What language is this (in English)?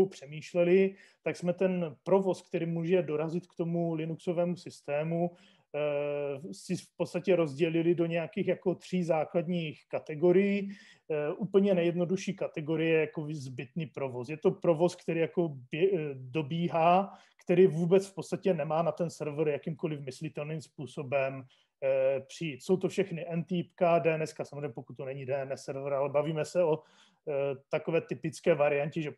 Czech